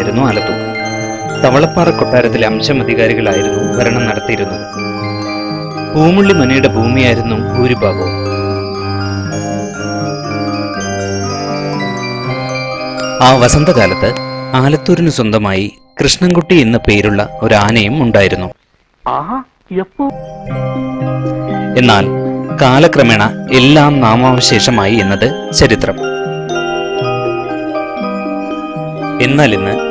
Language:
Malayalam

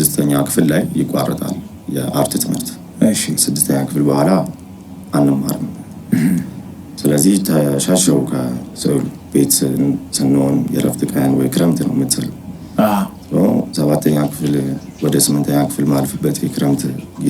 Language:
Amharic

